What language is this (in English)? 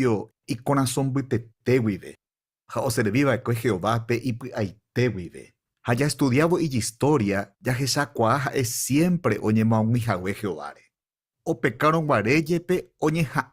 Guarani